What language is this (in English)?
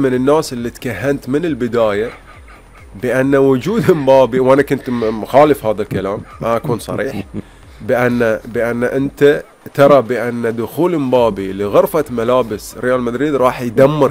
Gulf Arabic